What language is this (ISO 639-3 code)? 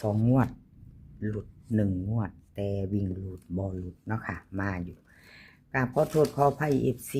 tts